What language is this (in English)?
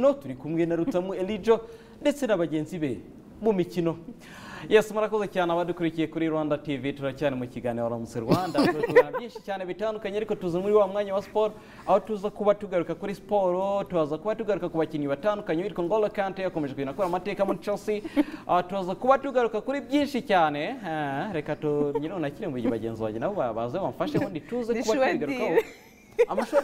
Kinyarwanda